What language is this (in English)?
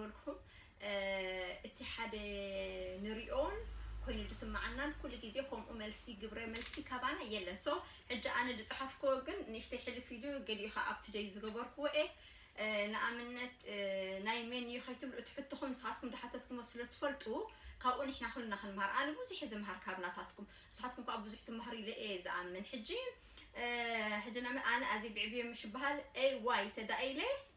Tigrinya